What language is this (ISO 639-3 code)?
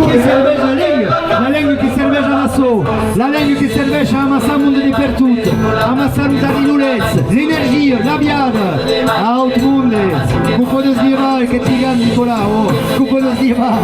oci